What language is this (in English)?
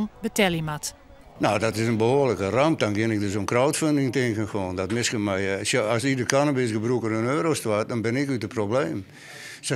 Western Frisian